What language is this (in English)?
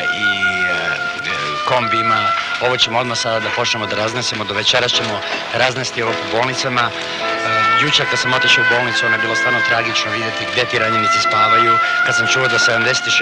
Serbian